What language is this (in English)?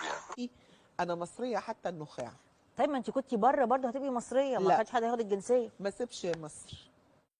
Egyptian Arabic